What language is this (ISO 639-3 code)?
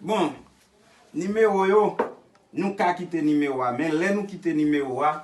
hat